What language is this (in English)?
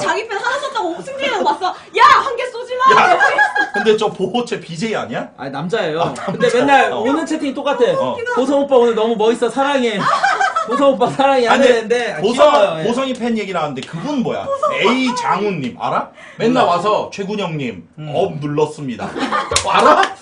Korean